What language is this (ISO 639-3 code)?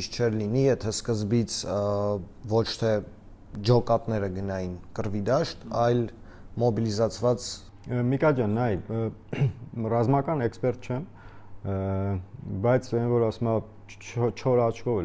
hye